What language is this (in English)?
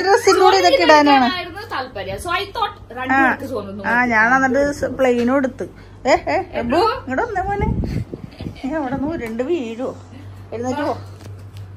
Malayalam